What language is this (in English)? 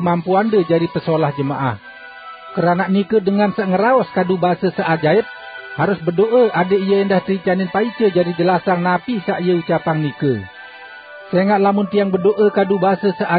Sasak